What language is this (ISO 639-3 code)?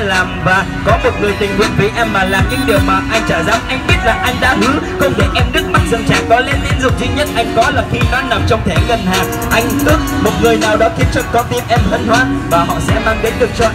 vie